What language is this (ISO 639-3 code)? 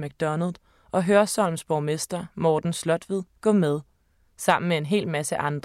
dan